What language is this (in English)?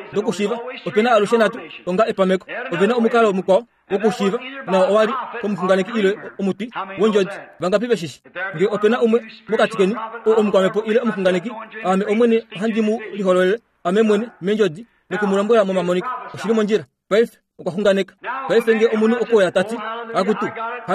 Kuanyama